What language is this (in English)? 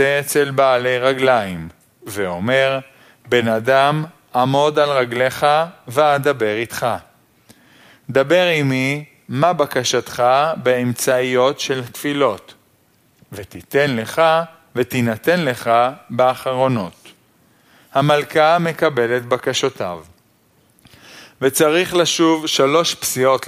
Hebrew